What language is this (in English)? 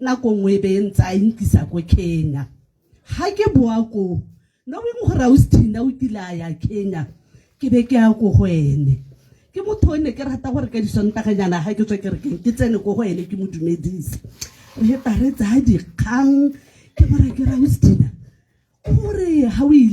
Tswana